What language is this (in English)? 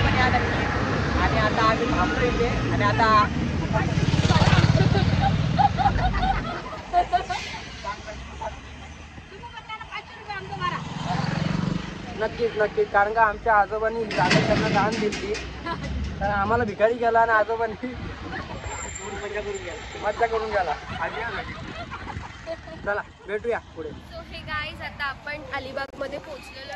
Marathi